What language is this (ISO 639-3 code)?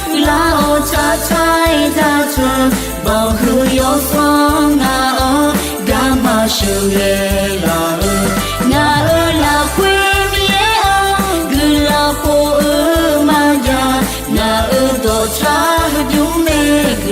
ahk